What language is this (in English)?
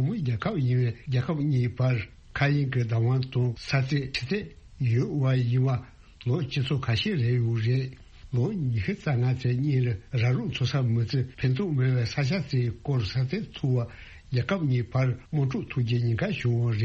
Tibetan